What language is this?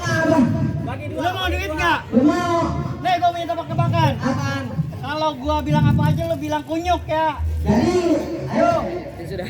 Betawi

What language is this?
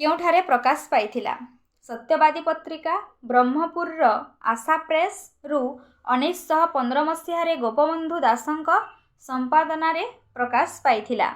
Odia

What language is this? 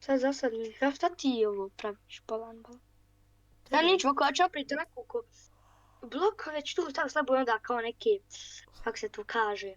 Bosnian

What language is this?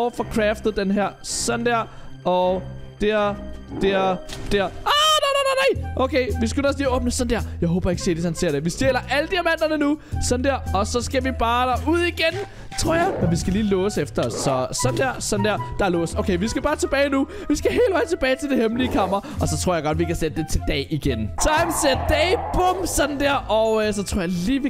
Danish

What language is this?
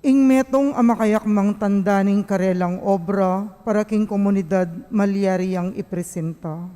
Pampanga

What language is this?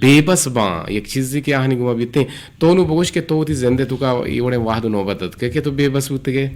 Eastern Balochi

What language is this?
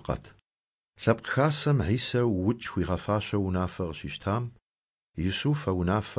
Kabardian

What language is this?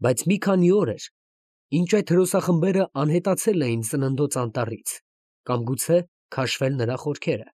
Armenian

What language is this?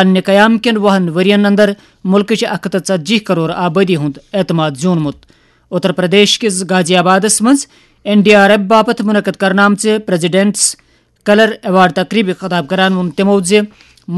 Kashmiri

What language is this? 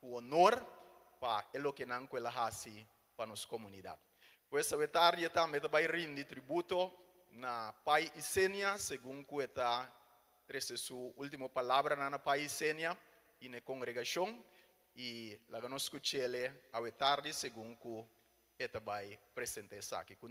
Papiamento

